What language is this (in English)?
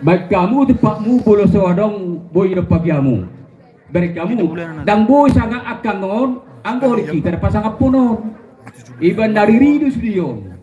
Batak Toba